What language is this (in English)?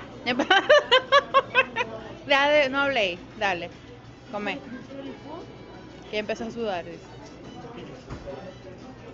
Spanish